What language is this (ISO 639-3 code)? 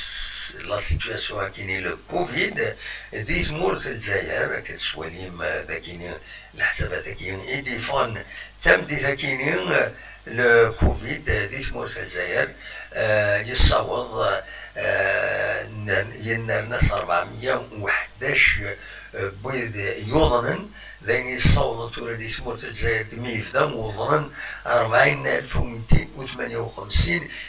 kab